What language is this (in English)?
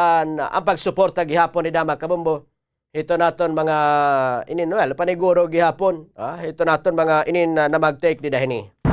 Waray